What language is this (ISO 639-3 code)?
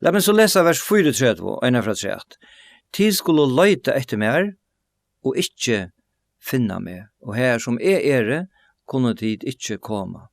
fao